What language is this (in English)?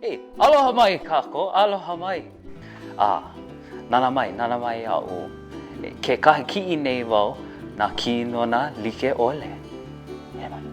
Hawaiian